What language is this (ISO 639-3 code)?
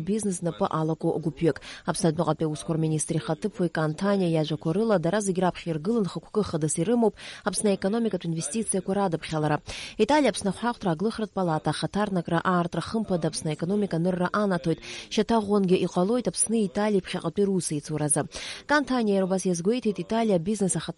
abk